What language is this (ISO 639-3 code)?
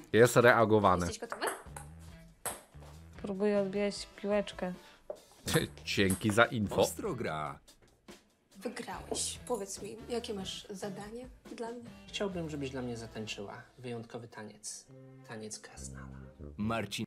pol